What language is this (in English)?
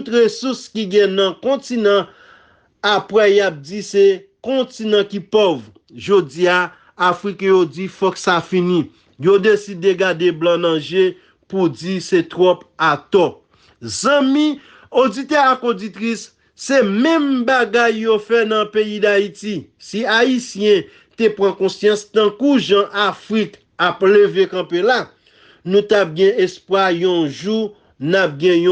Haitian Creole